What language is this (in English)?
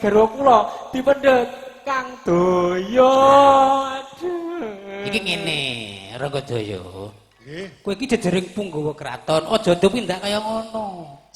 Javanese